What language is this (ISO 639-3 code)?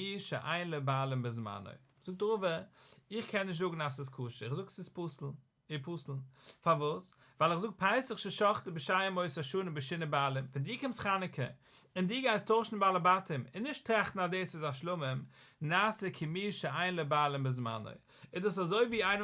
yid